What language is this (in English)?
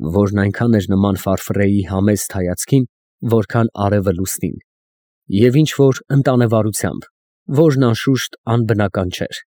Armenian